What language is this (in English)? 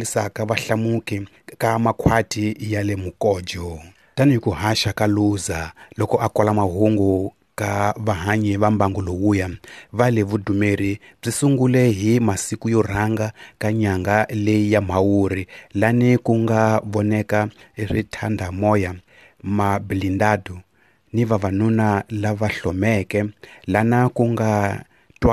Tsonga